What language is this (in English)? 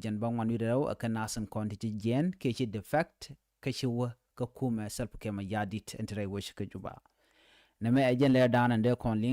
Nuer